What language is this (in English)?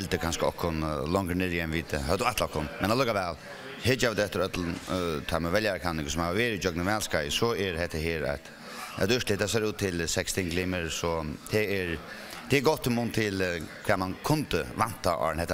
Faroese